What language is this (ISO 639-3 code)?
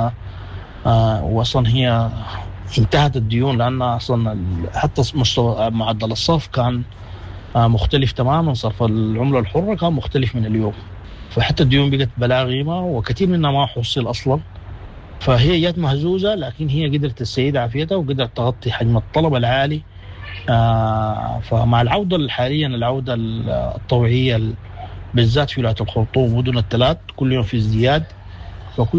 apd